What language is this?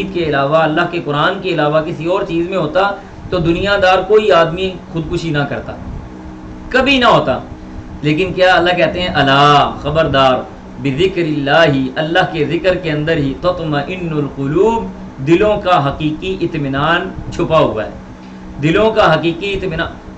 Urdu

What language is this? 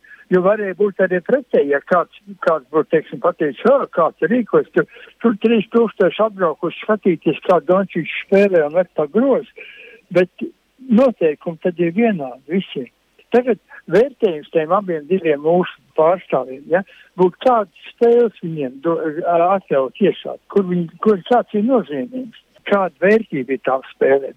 Latvian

